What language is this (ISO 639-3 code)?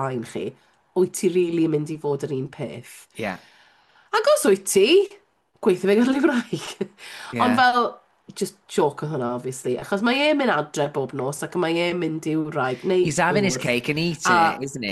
cym